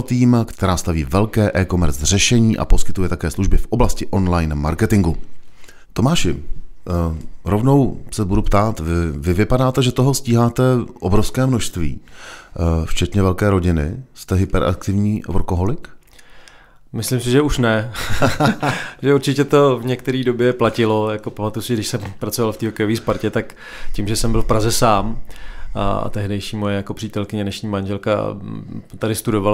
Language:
Czech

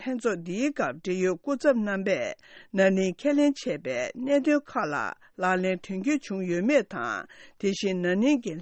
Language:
Tibetan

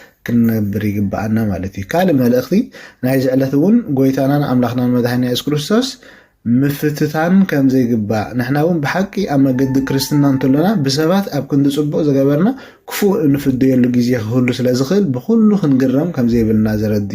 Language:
Tigrinya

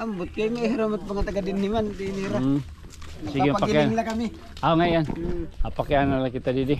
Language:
Waray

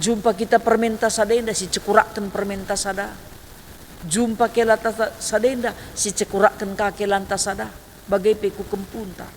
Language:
Batak Karo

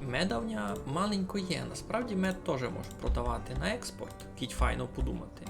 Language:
Rusyn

